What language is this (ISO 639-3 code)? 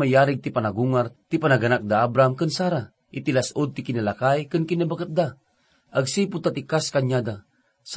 ilo